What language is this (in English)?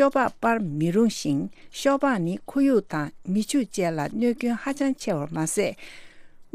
Tibetan